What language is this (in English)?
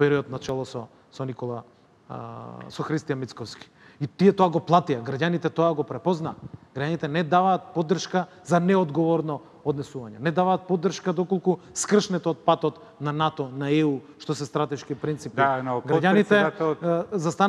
Macedonian